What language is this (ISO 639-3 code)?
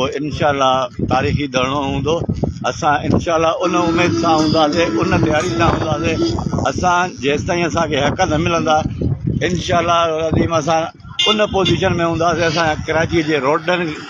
snd